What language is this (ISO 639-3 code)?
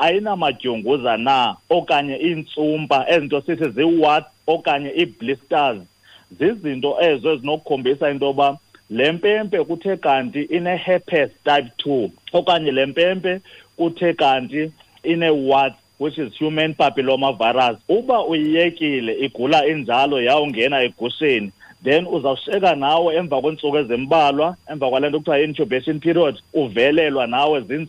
xho